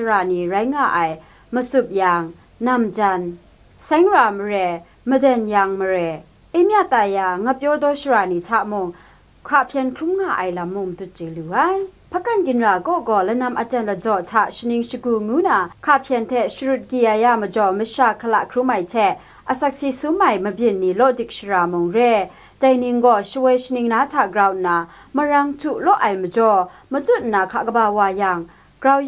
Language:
Kachin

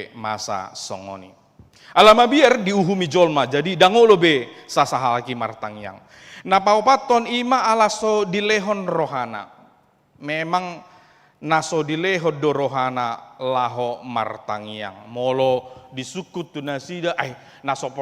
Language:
Batak Toba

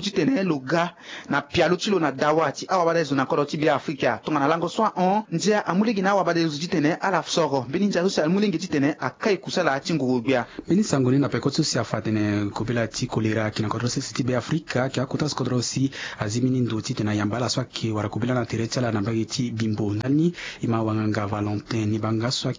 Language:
Sango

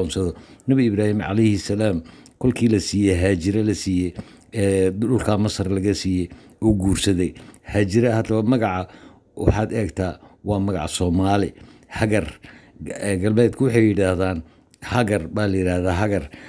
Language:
Somali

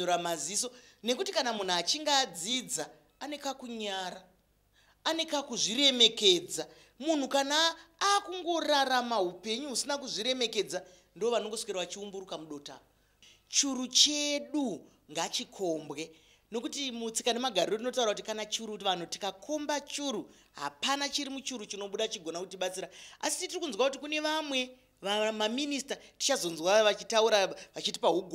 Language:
Shona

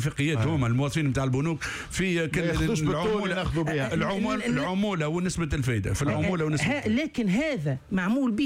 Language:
Tunisian Arabic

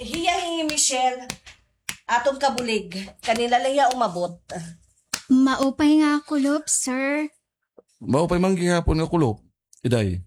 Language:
Waray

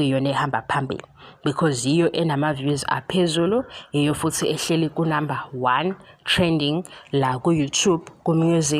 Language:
Zulu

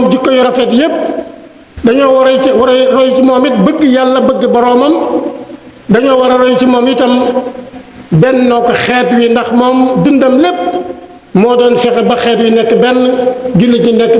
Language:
Wolof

